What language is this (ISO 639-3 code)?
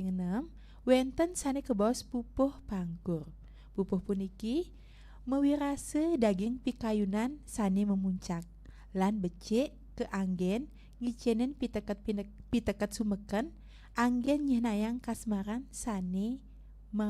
ban